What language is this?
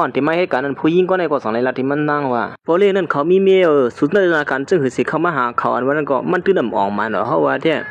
Shan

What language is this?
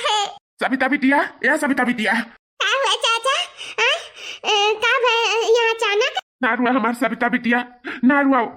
Awadhi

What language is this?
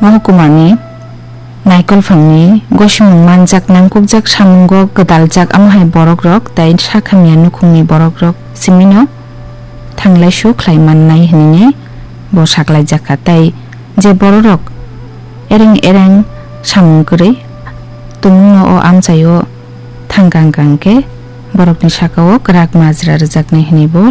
Kok Borok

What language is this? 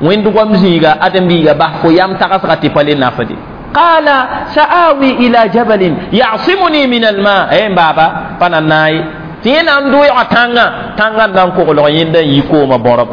Mossi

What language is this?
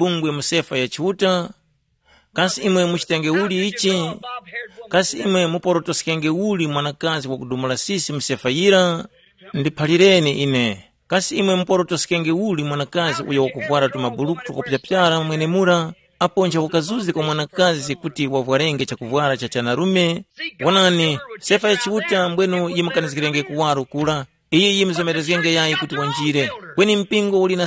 Tumbuka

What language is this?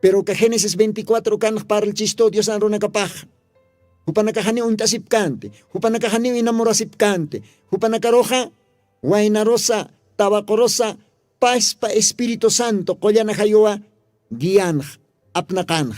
Aymara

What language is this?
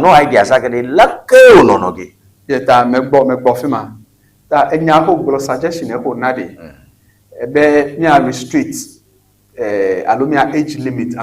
Ewe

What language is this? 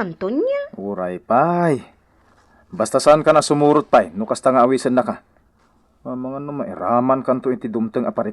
Iloko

